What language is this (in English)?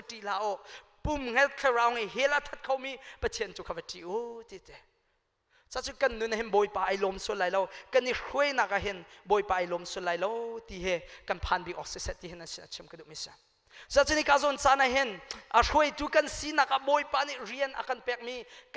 Hakha Chin